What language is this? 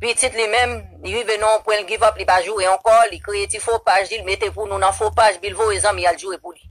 Haitian Creole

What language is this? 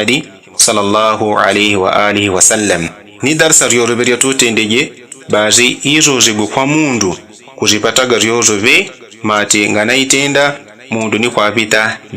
Yao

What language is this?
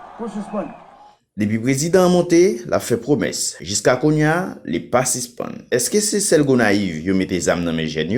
Haitian Creole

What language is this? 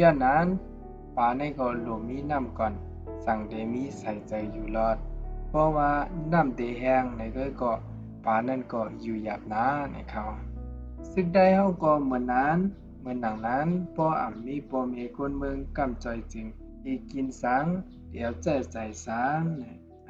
Shan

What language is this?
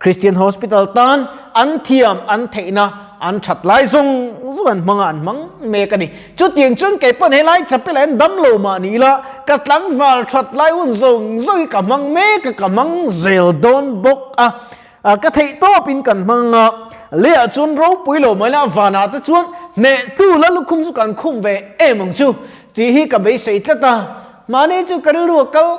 Mizo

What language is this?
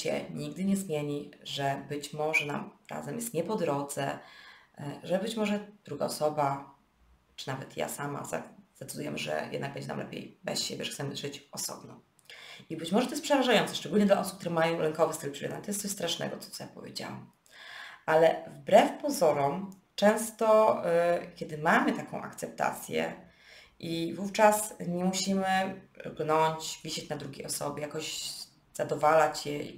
Polish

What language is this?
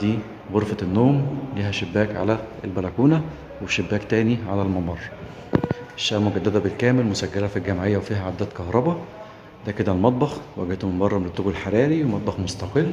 Egyptian Arabic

